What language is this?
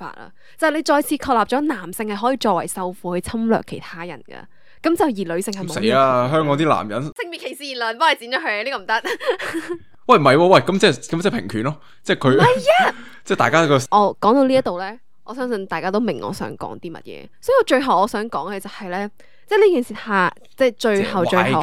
Cantonese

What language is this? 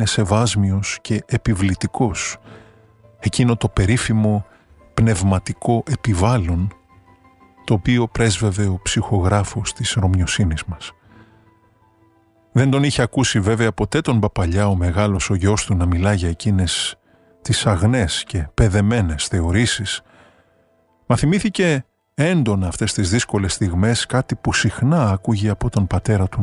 Greek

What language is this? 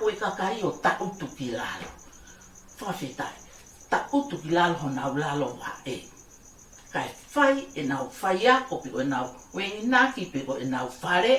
Tongan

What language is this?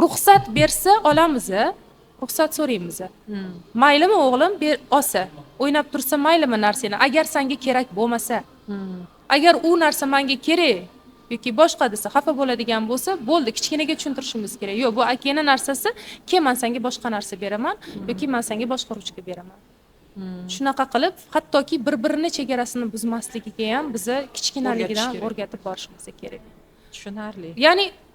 Uzbek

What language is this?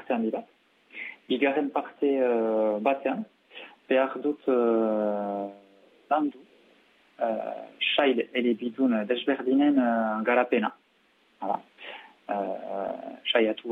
Basque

